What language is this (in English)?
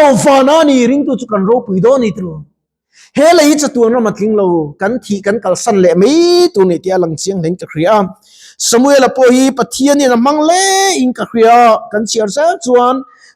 Mizo